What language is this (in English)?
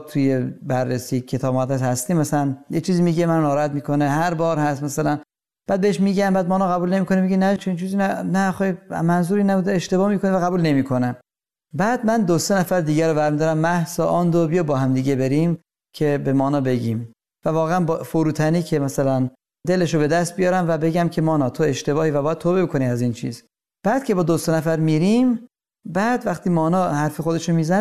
Persian